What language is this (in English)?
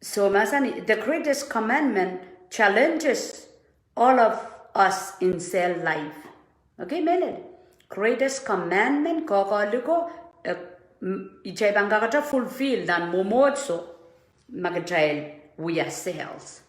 Pohnpeian